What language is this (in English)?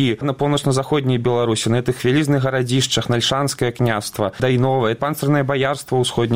Belarusian